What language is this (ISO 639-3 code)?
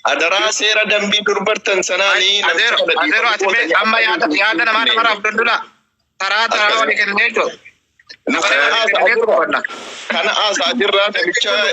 orm